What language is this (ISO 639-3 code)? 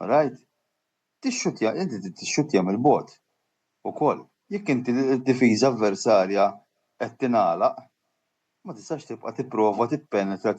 mlt